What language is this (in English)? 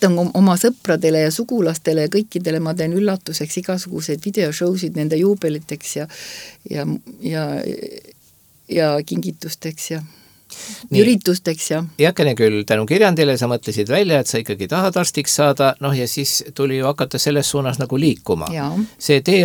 Estonian